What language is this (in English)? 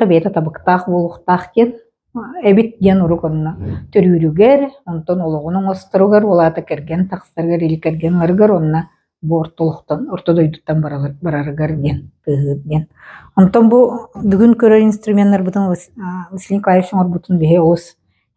Yakut